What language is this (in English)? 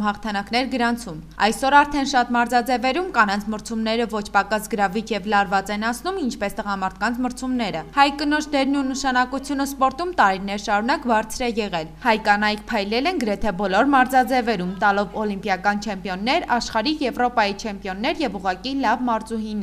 Armenian